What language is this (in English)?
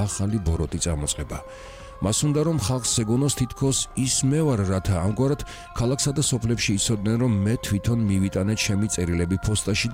Georgian